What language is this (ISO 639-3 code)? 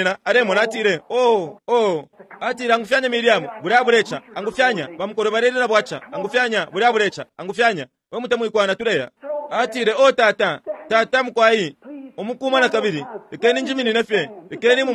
bem